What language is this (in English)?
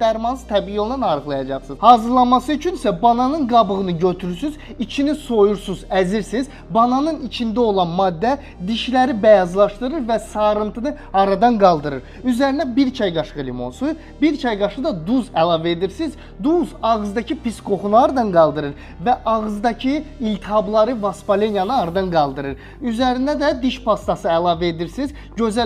Azerbaijani